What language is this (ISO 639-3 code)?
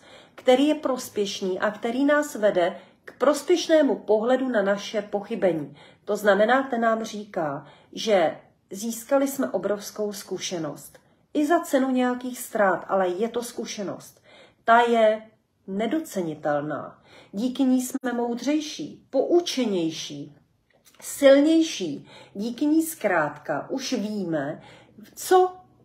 ces